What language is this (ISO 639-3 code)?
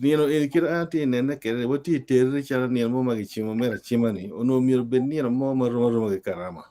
ach